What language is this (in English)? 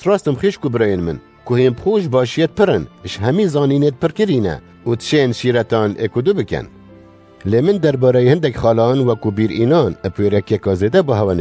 Kurdish